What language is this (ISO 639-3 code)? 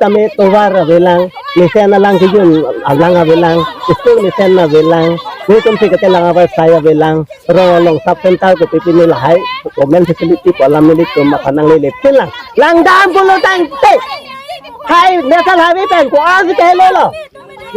mjw